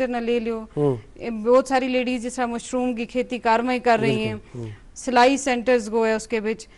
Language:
Gujari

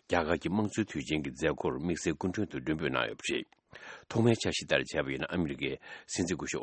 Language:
Tibetan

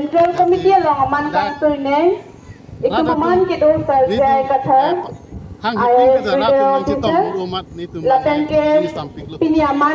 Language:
Karbi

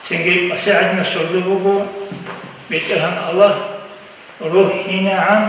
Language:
Avaric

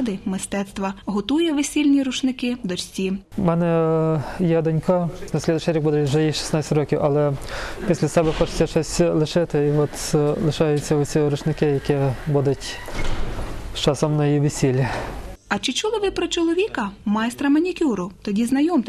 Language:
Ukrainian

